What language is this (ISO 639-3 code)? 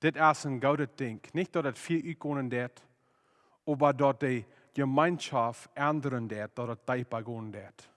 pdt